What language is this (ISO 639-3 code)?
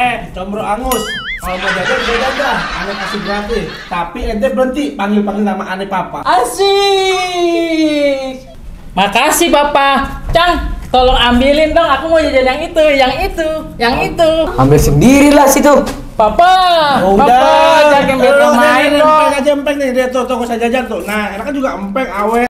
bew